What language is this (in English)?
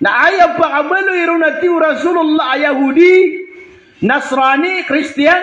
Maranao